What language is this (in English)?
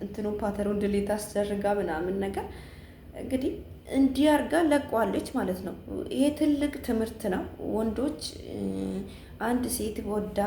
Amharic